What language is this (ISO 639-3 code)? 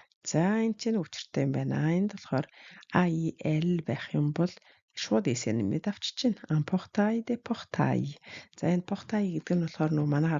mon